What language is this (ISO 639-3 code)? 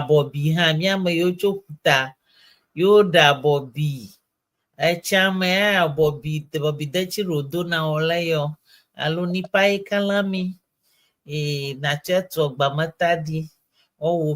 ewe